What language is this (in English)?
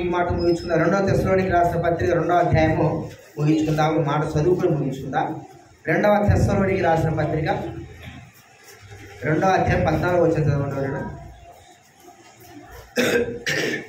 Telugu